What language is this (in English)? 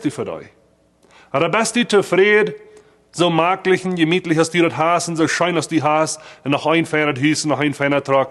Plautdietsch